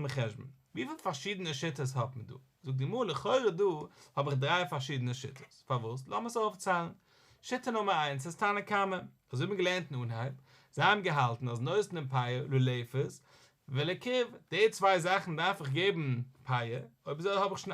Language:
Yiddish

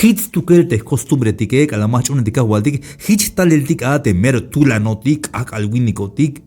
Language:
Tzeltal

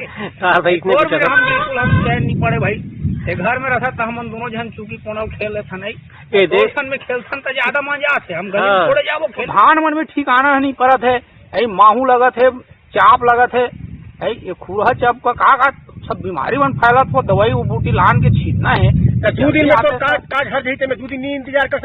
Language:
Chhattisgarhi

